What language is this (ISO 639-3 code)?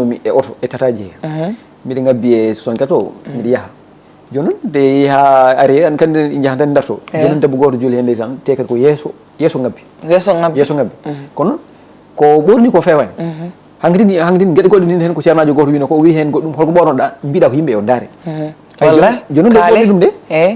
ful